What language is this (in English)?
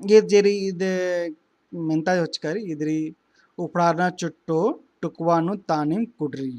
Kurukh